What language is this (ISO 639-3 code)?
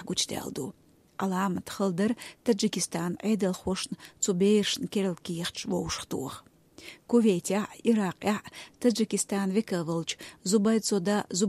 che